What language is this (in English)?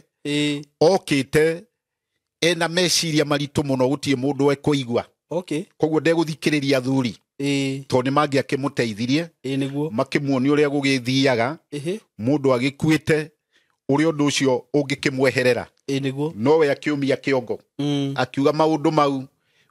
Kikuyu